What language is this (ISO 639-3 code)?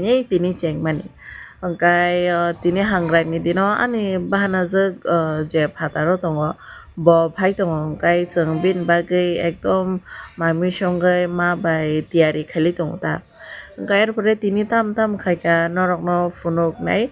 trp